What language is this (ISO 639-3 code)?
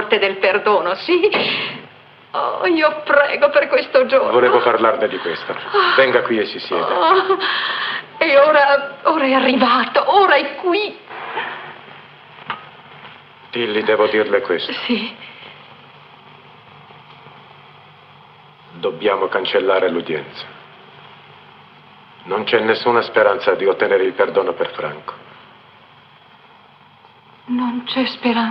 ita